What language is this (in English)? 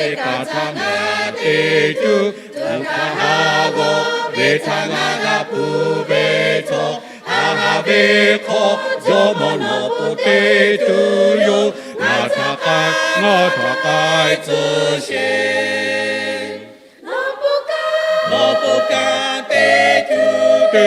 Lahu